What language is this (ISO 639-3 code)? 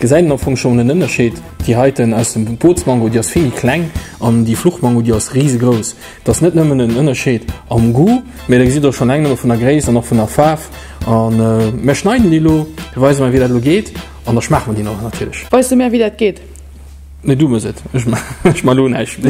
ltz